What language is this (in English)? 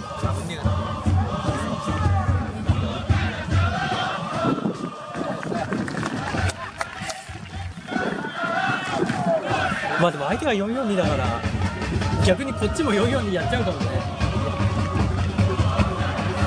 Japanese